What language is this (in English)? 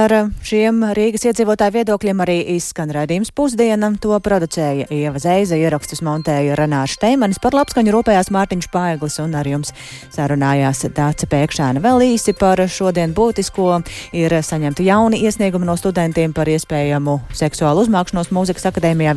Latvian